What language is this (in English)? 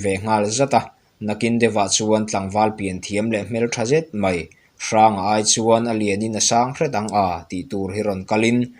Mizo